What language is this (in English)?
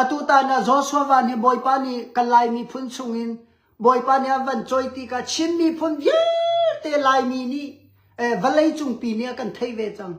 Hakha Chin